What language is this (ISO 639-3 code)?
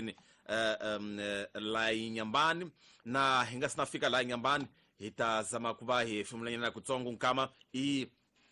tso